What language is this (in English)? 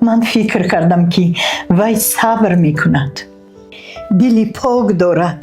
Tajik